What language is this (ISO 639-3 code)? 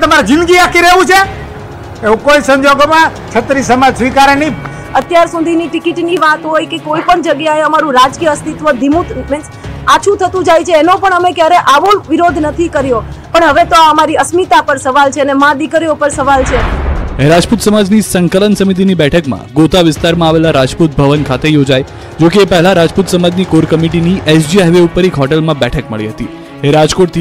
guj